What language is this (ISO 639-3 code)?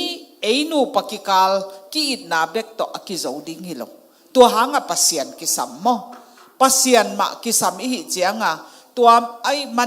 ctd